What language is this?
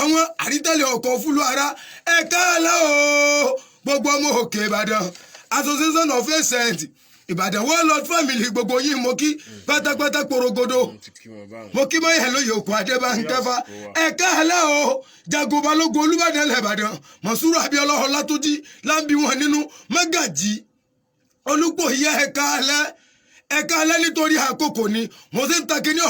Yoruba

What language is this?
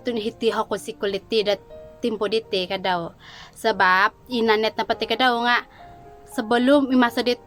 Central Dusun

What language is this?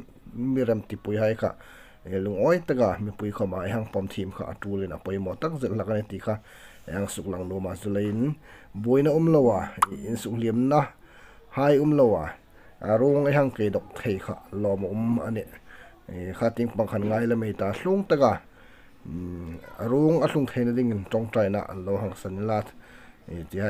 Hmar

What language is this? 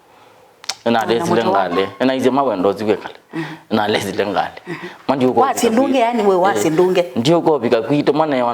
Kamba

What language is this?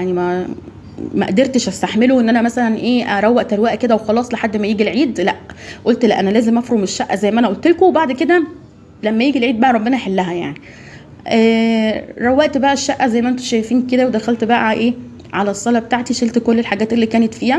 Egyptian Arabic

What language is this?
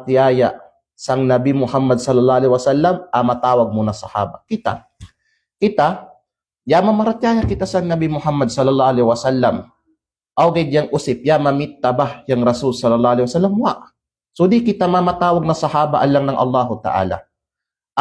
Kalagan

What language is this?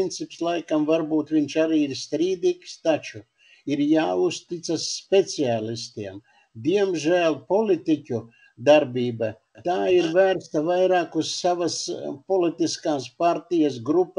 Latvian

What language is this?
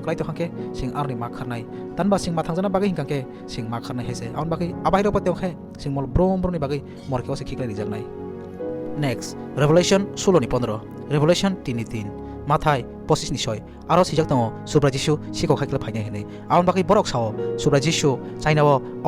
Kok Borok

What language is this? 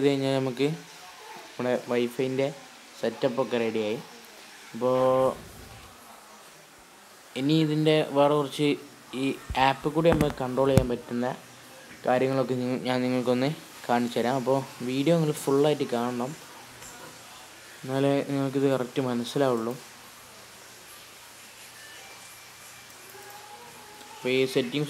Malayalam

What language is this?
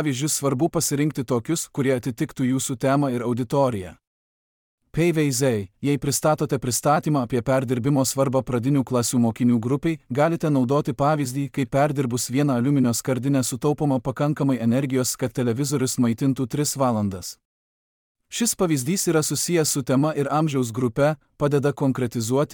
Lithuanian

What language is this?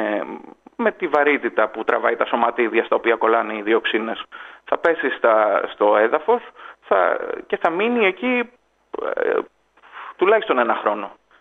Greek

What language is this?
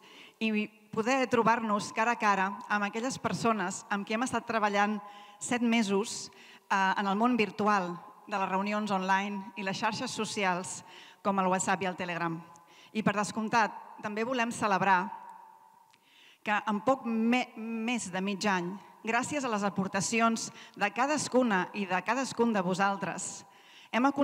Catalan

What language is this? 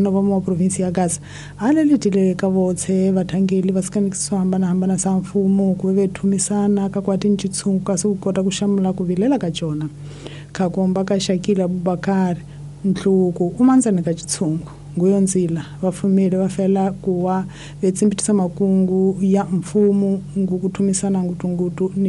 Tsonga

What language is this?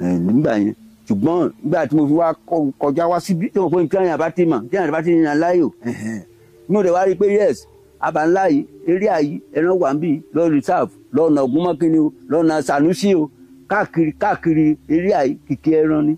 Yoruba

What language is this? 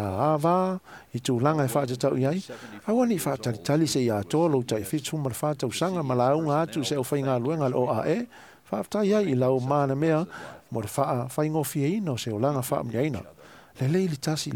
Samoan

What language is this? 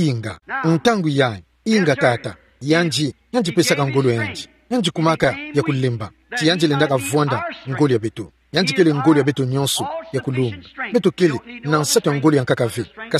Kituba (Democratic Republic of Congo)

